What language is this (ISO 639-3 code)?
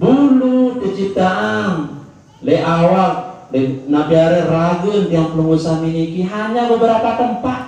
sas